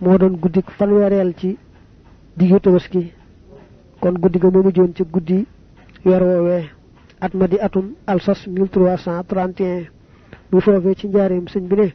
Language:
Wolof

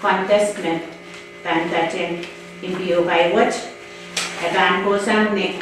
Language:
Pohnpeian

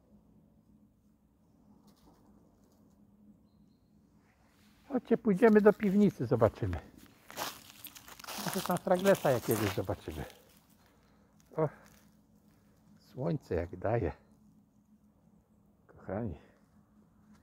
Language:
Polish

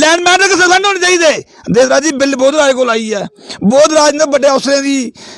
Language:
Dogri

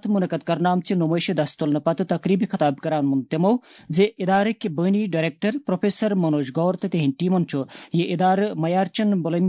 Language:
Kashmiri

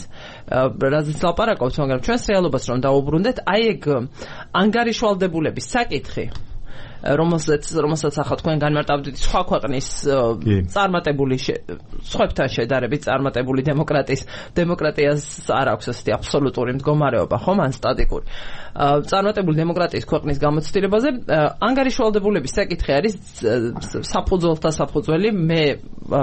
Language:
Georgian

